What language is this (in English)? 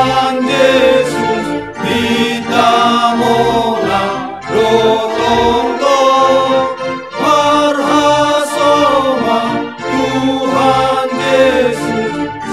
Batak Simalungun